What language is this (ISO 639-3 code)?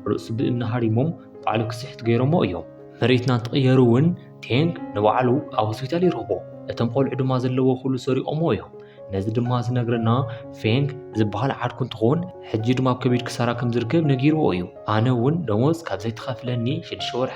tir